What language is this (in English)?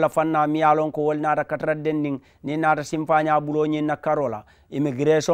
Mandingo